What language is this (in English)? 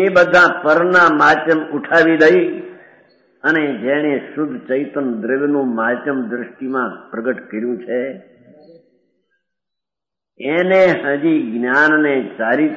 Gujarati